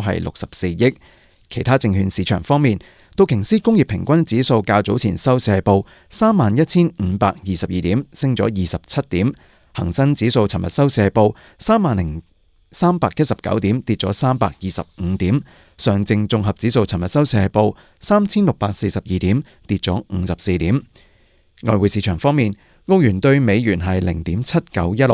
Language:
Cantonese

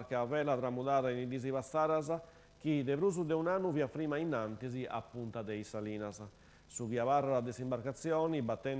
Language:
Sardinian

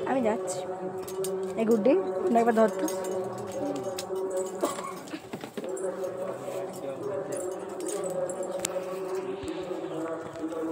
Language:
Bangla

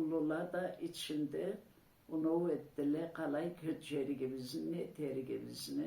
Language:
Karachay-Balkar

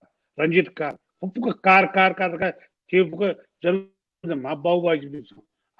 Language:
Newari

